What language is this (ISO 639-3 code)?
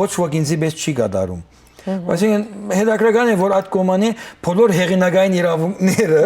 hyw